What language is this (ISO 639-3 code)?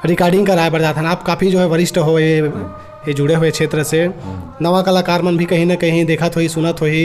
hne